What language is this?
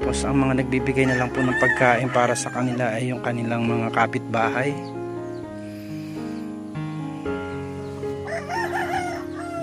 Filipino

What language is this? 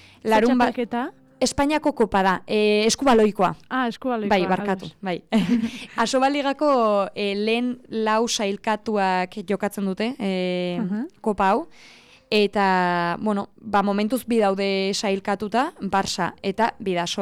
Basque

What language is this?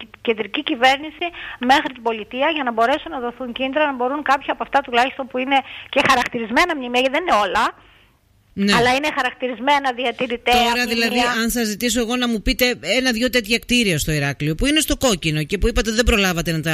Greek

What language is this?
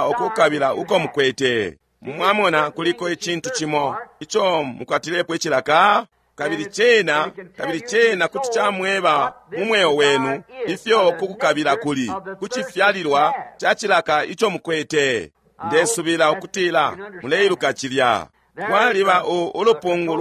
Bemba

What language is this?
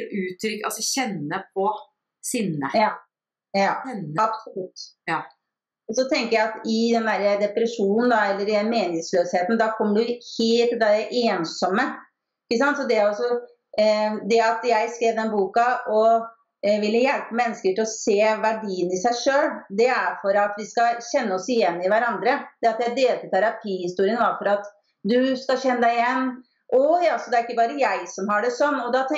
Norwegian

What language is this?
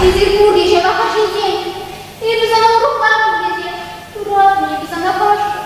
Chuvash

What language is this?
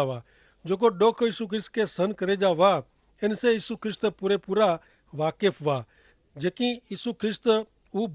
Kachhi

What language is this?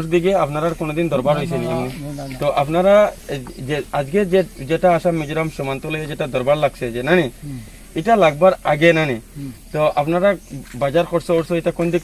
Mizo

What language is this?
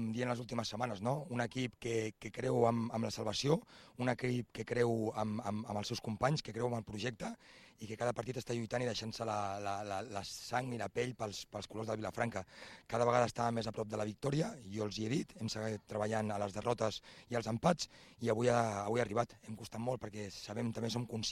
Catalan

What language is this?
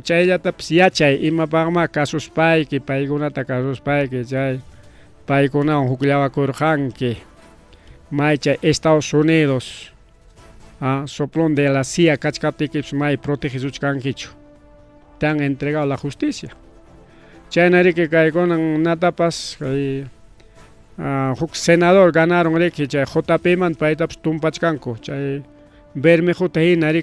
Ayacucho Quechua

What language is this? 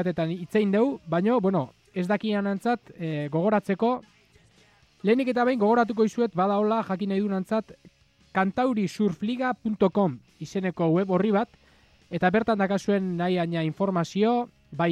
Basque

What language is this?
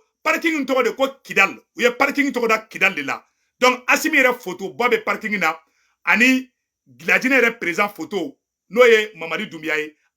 Bambara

